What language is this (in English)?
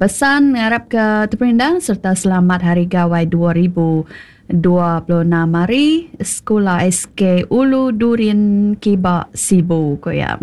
Iban